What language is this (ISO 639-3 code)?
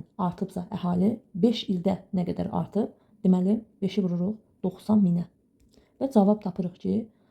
aze